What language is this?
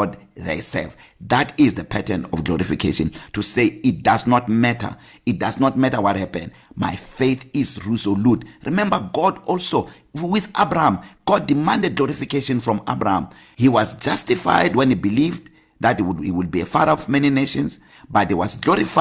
English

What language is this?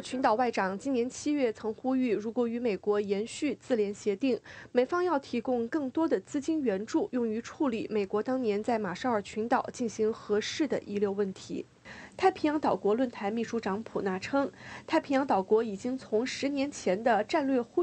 Chinese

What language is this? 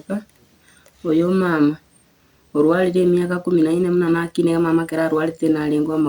Gusii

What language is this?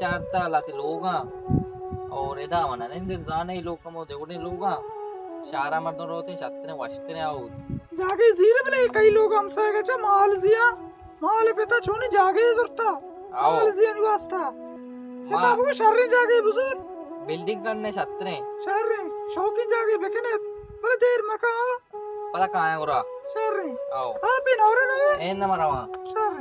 Baluchi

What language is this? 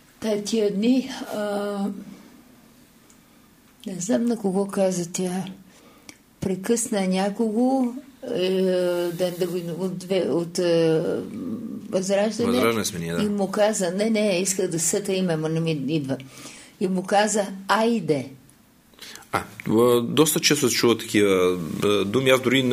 Bulgarian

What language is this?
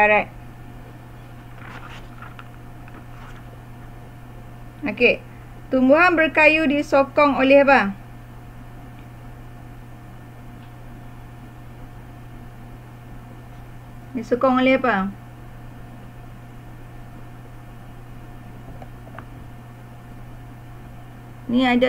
Malay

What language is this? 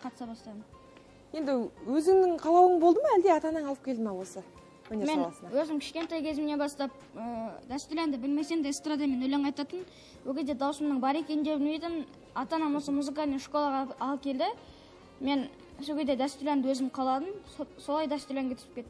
Kazakh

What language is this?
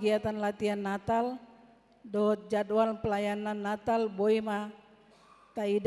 Batak Toba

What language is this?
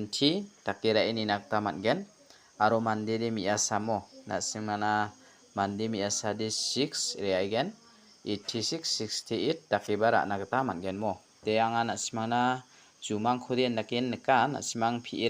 Garo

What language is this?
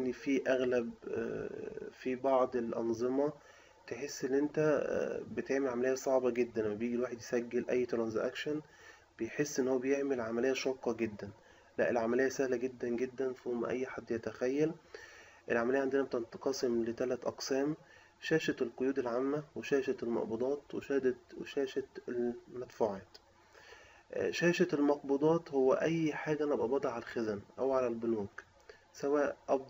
Egyptian Arabic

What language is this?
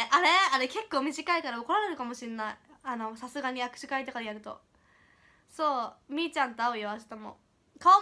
Japanese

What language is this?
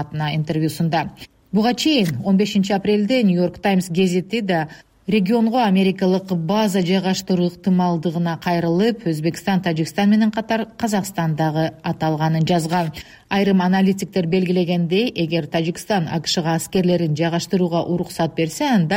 Kyrgyz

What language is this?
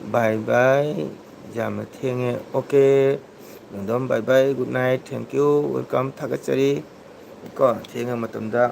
Manipuri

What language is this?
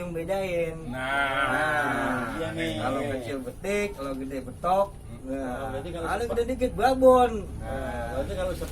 Betawi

